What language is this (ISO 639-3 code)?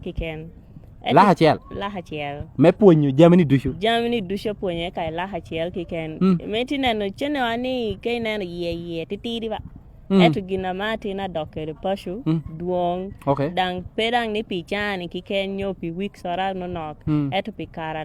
laj